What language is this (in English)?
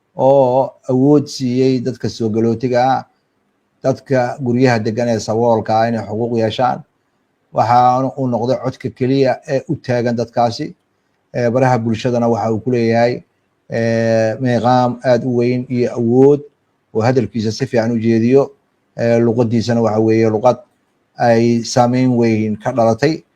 Somali